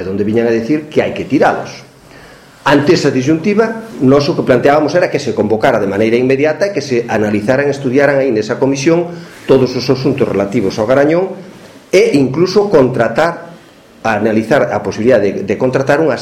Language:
Galician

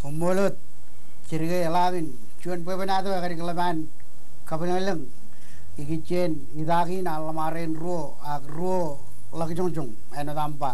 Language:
Marshallese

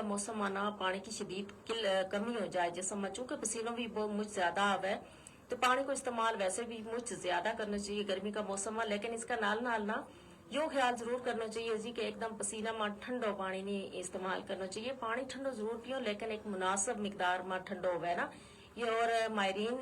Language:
Gujari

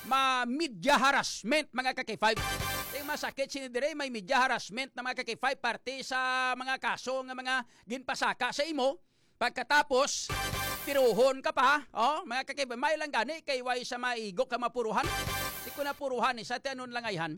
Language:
Hiligaynon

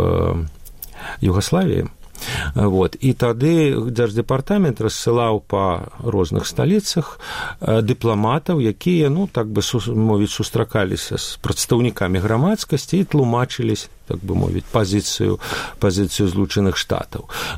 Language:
Belarusian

